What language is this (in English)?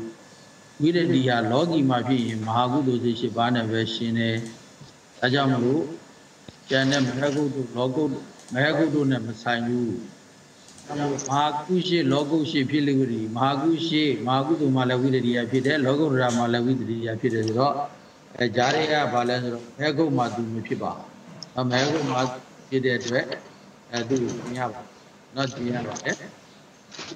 Burmese